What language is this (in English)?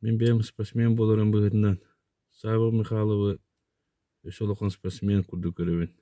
Yakut